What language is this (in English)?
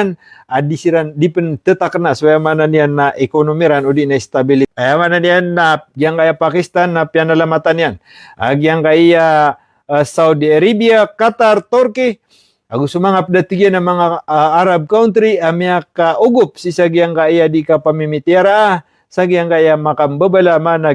Maranao